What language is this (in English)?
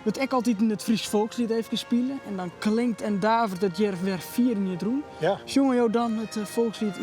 Western Frisian